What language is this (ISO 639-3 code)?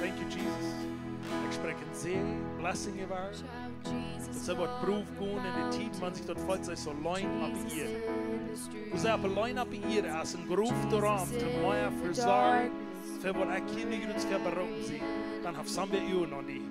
pdt